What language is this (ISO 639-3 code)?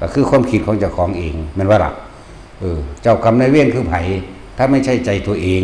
tts